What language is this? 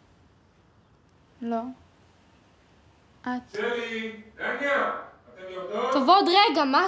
Hebrew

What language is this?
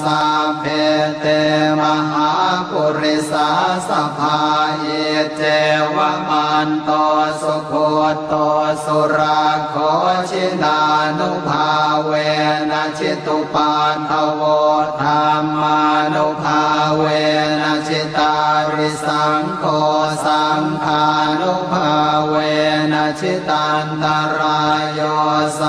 Pali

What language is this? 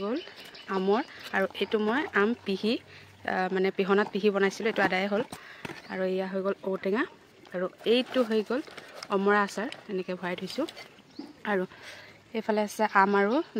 Assamese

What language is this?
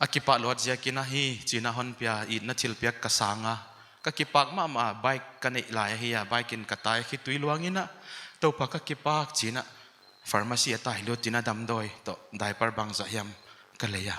Paite Chin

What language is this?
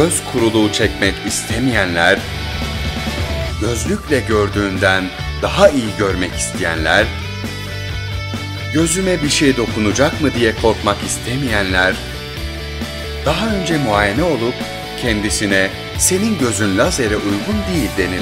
Turkish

